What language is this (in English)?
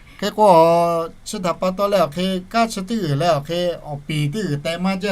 Lahu